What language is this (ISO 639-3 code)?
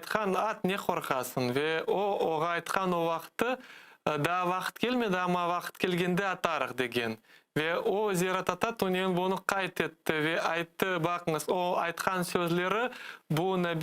crh